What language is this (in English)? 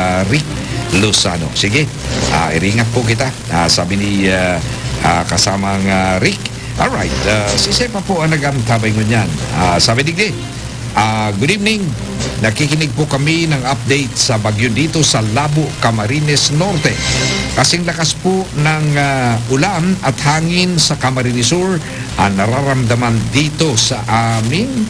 Bikol